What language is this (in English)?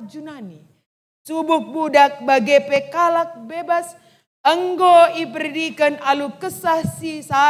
Batak Karo